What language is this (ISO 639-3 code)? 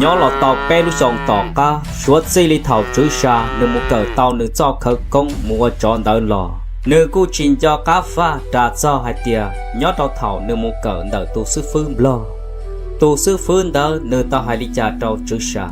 hmn